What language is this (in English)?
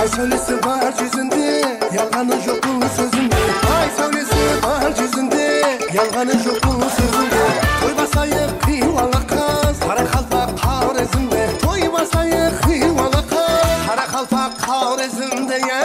Kara-Kalpak